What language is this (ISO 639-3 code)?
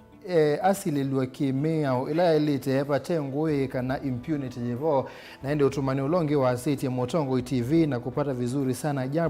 kam